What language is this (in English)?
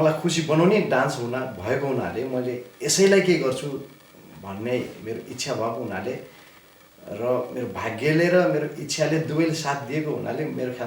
Nepali